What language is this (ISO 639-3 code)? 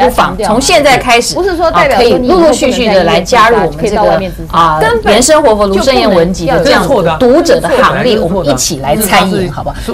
zho